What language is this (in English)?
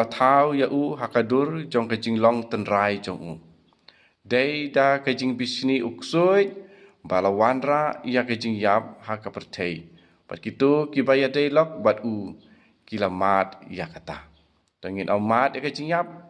Khasi